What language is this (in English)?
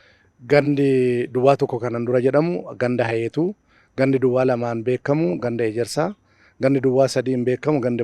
Oromo